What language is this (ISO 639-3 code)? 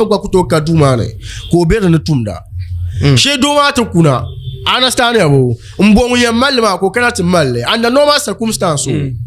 dag